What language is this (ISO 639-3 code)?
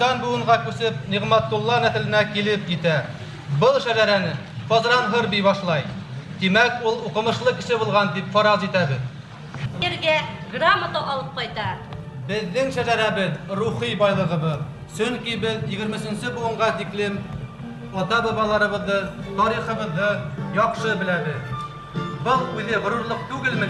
bak